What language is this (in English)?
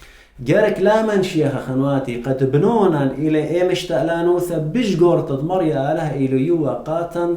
Assyrian Neo-Aramaic